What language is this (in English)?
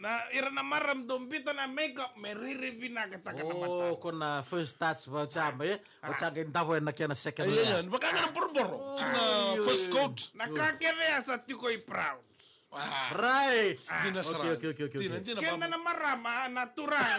Fijian